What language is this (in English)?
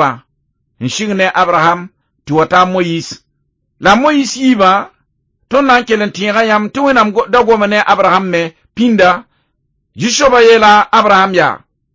Mossi